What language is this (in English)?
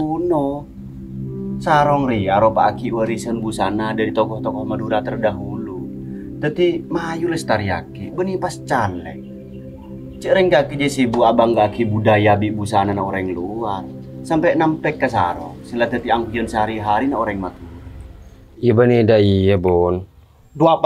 Madurese